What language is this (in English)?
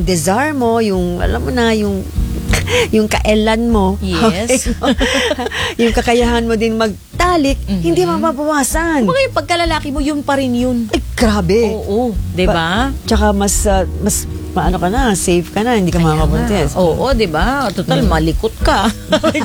Filipino